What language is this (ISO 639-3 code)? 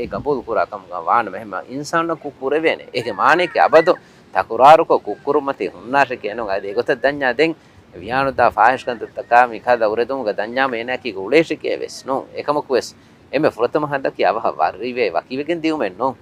div